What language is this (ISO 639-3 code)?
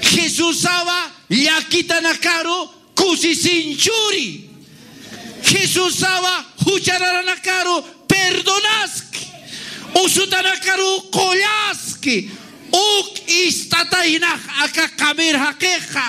aym